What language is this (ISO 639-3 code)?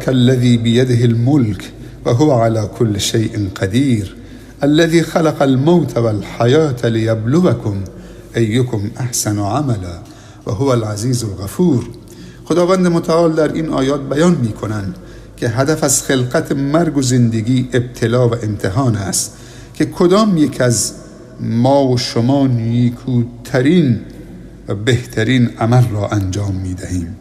fas